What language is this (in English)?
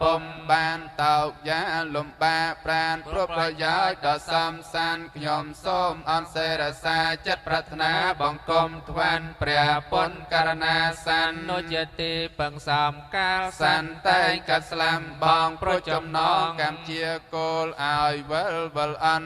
Khmer